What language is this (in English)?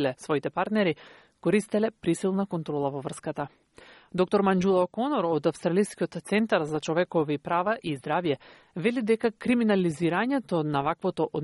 Macedonian